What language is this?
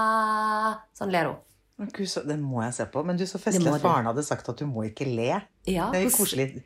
Norwegian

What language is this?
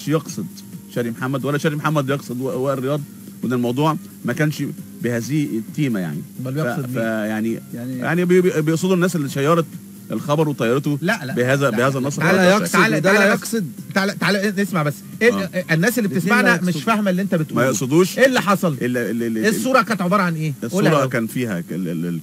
Egyptian Arabic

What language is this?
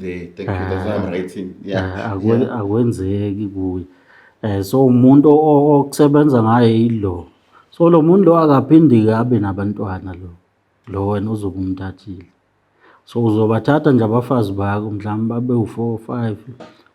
Zulu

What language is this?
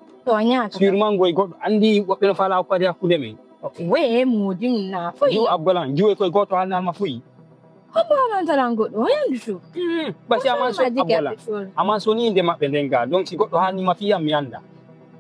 Fula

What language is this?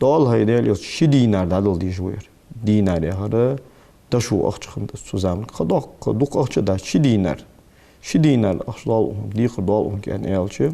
Ingush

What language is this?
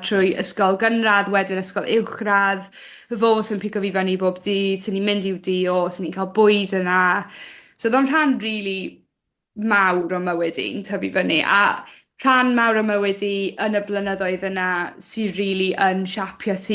Welsh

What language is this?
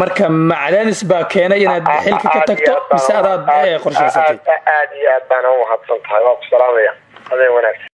Somali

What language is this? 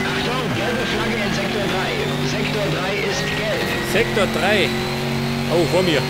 Bavarian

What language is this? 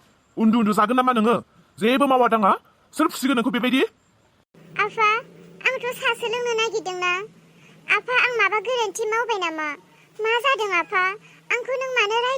Bodo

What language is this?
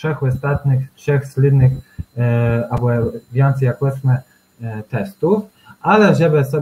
Kashubian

